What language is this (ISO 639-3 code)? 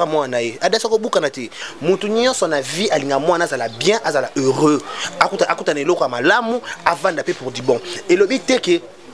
lin